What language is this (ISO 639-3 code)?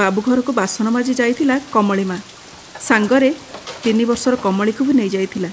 ori